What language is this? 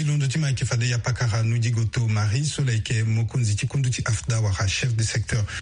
Sango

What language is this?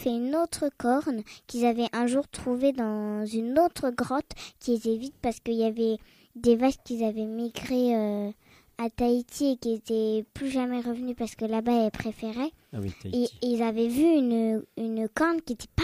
French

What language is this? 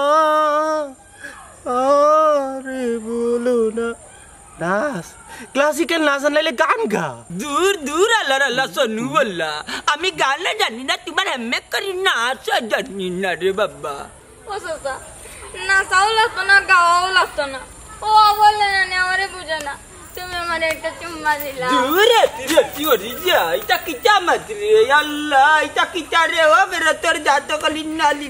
Sylheti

